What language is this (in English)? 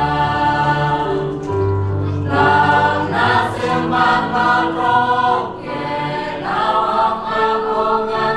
Central Mnong